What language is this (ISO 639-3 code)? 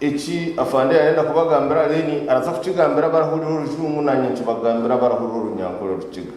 nyn